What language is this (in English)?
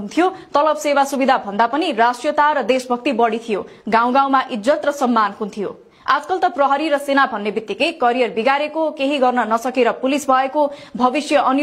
Nepali